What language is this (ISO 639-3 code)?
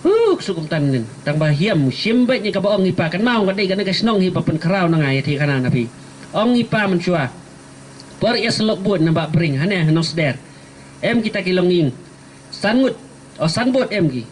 kha